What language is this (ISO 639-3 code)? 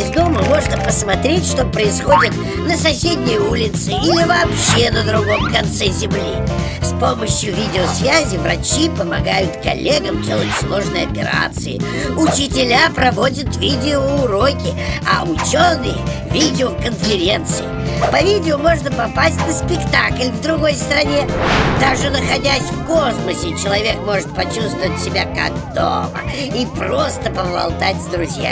rus